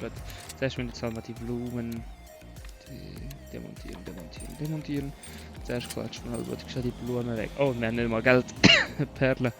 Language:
Swiss German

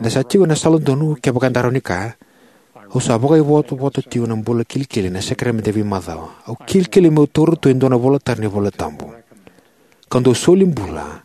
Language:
Fijian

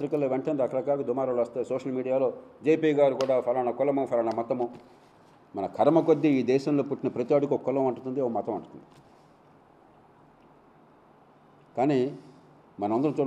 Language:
Telugu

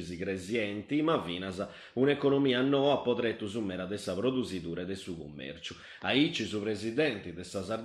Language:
Sardinian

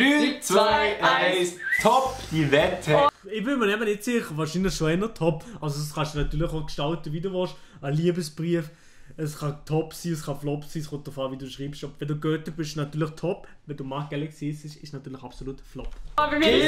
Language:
Swiss German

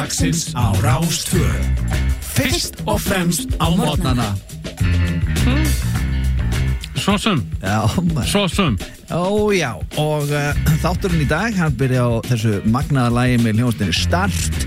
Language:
Icelandic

